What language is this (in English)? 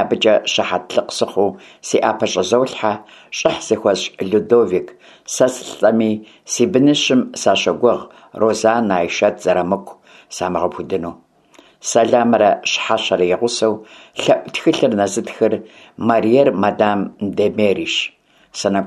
Kabardian